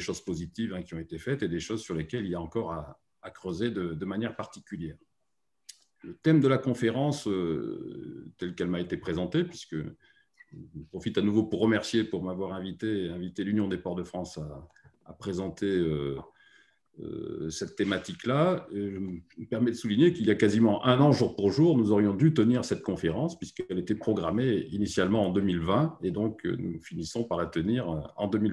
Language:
French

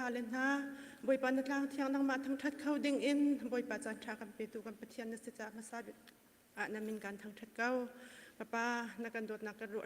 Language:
Hakha Chin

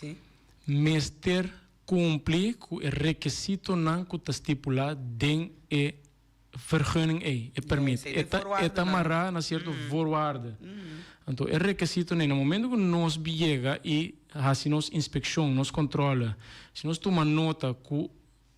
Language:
Papiamento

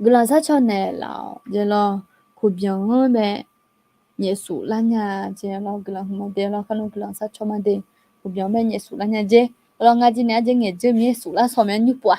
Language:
Akha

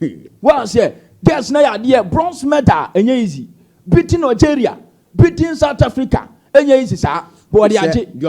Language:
Akan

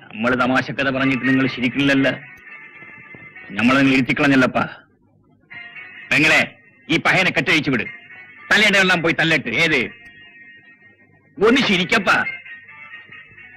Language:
Malayalam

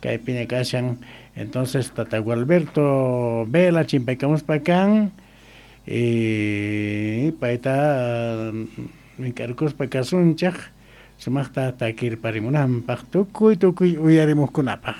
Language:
South Bolivian Quechua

